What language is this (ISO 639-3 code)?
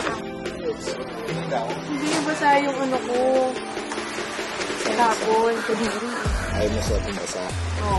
fil